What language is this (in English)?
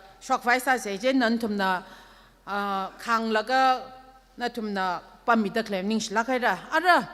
Tangkhul Naga (India)